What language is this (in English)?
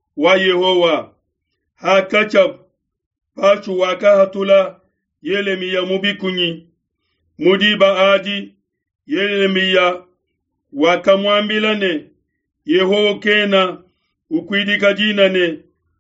Luba-Lulua